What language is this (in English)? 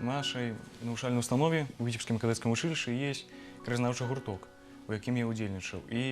Belarusian